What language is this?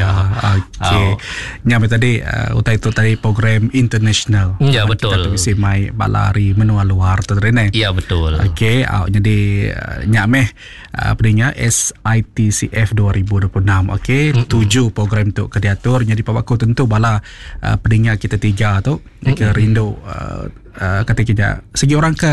Iban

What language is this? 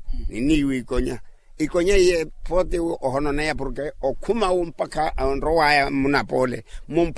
Makhuwa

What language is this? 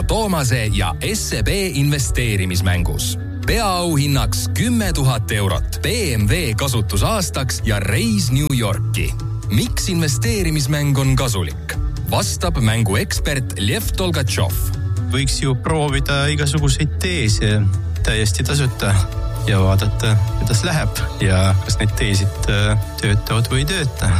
Estonian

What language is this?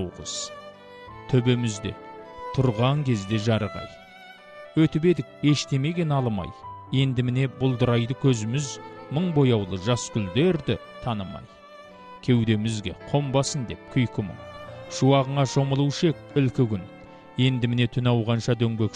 Kazakh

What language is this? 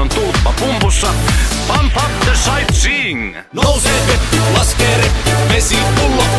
Finnish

